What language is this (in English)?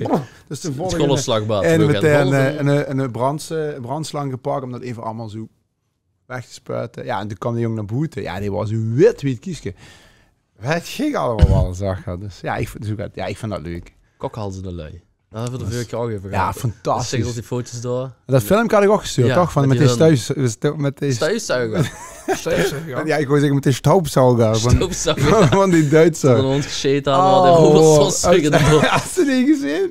Limburgish